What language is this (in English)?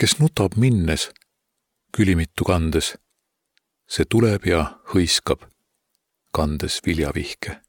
Estonian